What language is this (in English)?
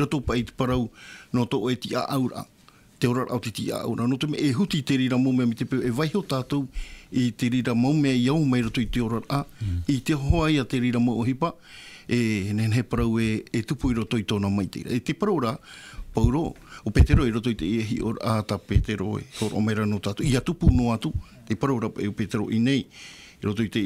Tahitian